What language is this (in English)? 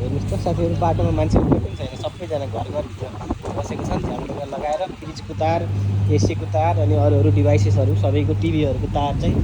Nepali